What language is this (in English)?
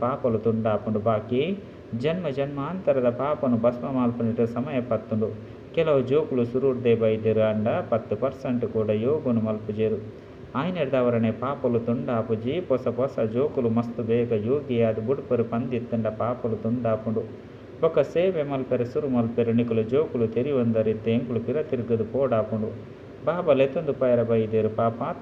Tulu